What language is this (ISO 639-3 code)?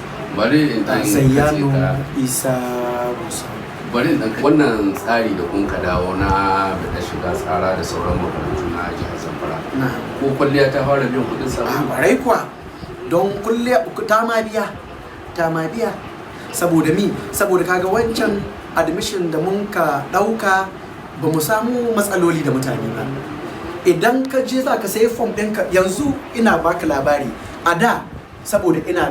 hau